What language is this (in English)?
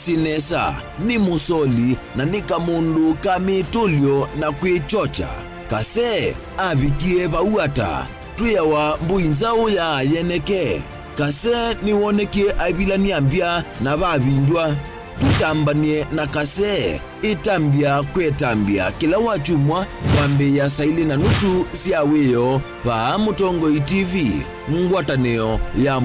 Kamba